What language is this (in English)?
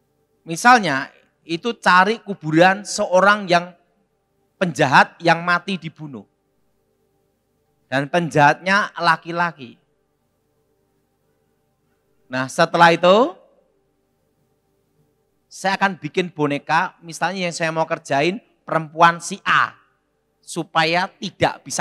Indonesian